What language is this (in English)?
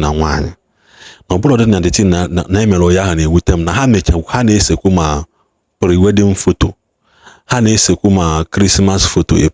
Igbo